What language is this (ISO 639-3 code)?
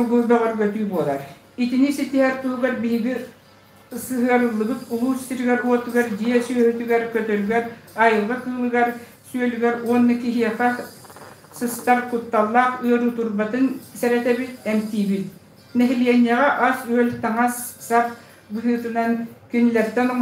sah